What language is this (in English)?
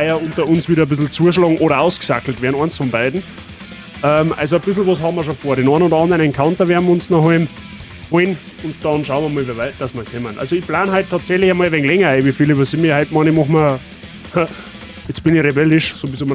Bavarian